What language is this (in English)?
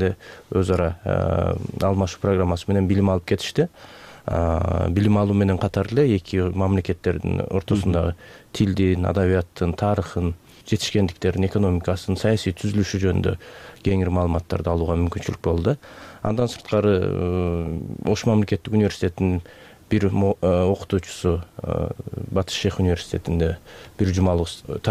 Kyrgyz